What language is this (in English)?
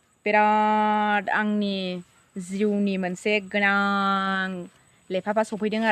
Bodo